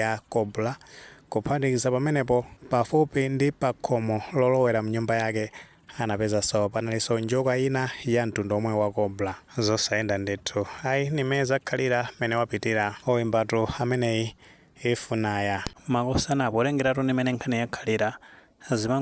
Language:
Nyanja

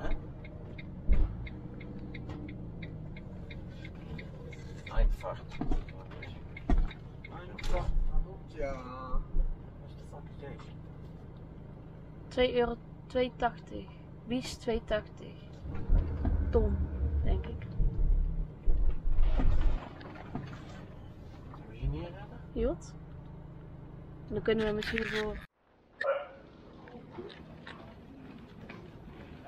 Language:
Dutch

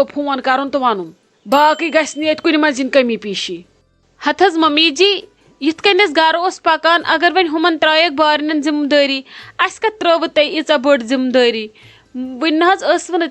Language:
Kashmiri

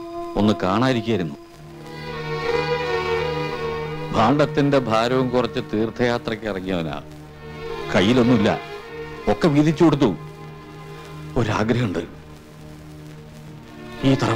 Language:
Malayalam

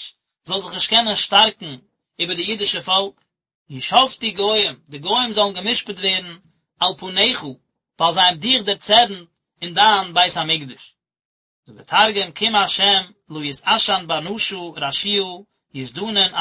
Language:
Yiddish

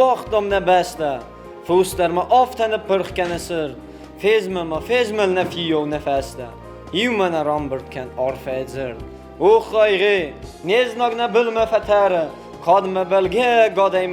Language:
Ossetic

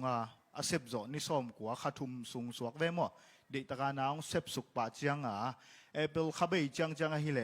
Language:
Tedim Chin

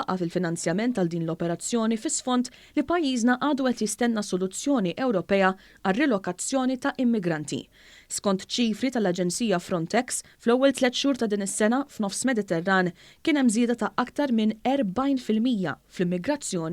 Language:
Maltese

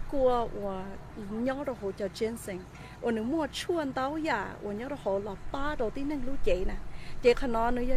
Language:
Hmong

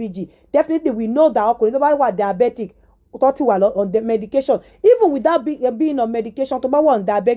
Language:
Yoruba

